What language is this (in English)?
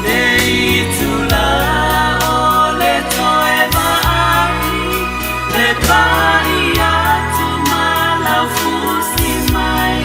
Samoan